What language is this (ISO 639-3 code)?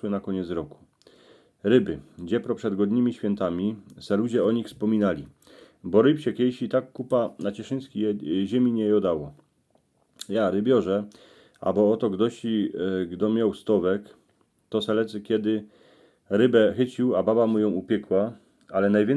szl